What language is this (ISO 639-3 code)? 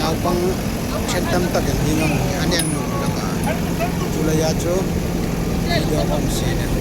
hmr